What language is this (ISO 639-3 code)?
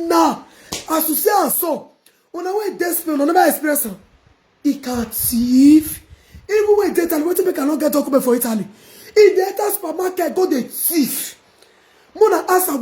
pcm